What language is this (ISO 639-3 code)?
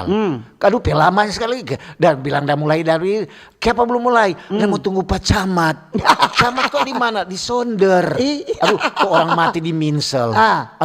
xmm